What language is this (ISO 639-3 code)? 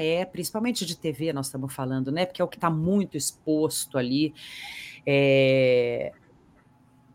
por